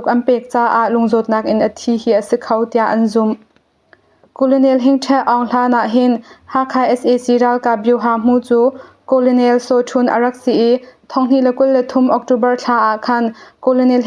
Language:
Hakha Chin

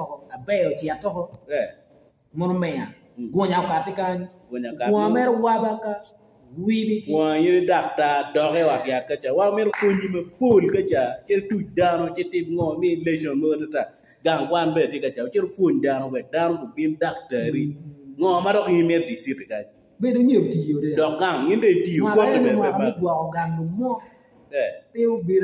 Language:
Acoli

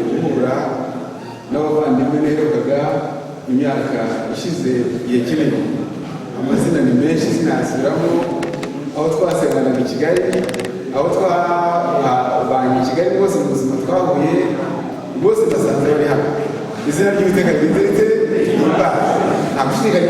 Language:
Kinyarwanda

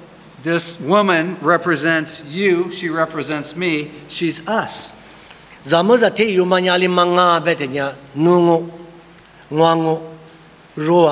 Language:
Lisu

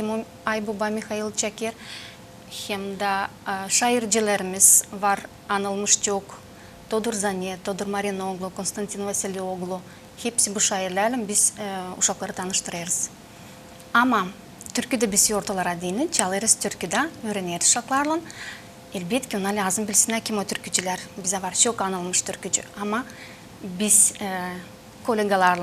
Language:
Gagauz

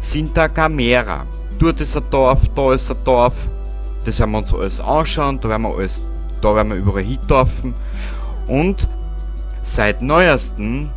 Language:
Bavarian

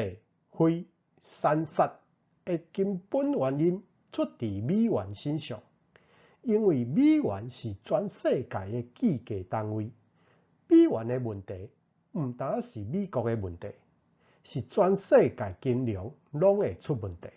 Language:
Min Nan Chinese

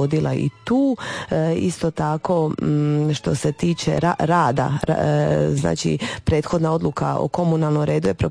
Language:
Croatian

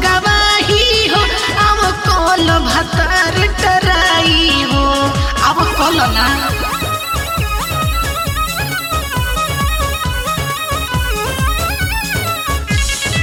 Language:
Bhojpuri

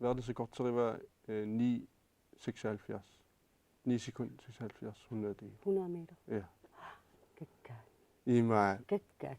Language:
Kalaallisut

